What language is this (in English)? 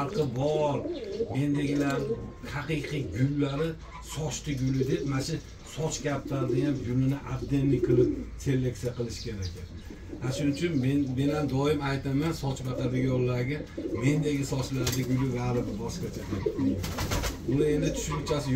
Uzbek